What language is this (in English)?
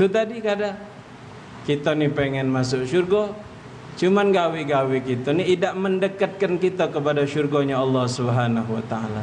Musi